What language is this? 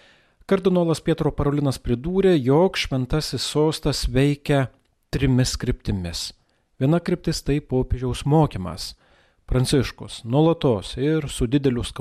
Lithuanian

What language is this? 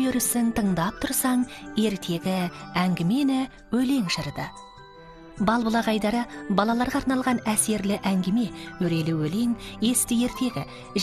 Kazakh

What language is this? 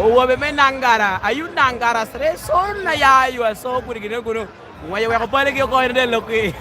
Lango (Uganda)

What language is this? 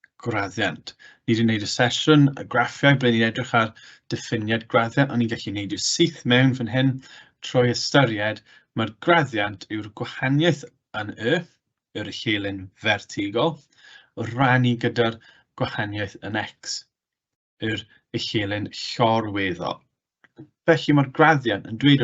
Welsh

